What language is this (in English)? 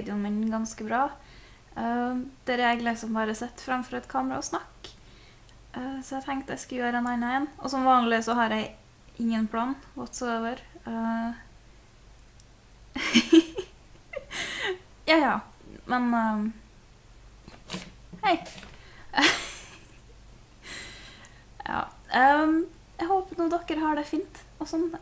Norwegian